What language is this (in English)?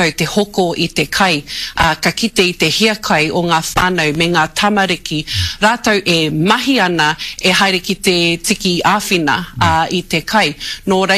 Māori